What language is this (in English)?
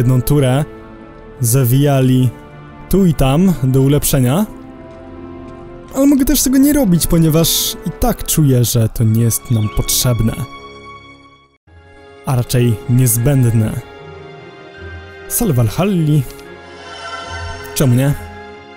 Polish